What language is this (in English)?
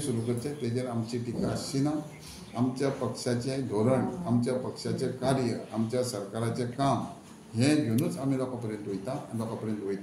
Konkani